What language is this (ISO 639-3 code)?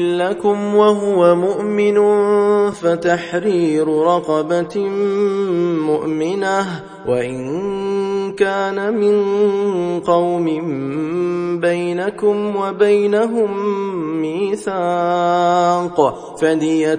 ara